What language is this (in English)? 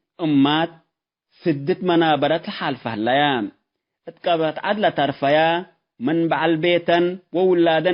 Tigre